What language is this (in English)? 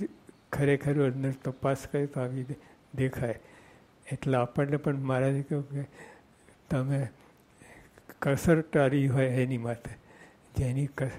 Gujarati